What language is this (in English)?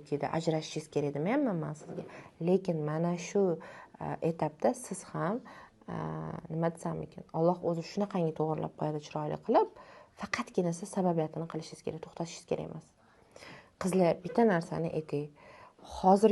Uzbek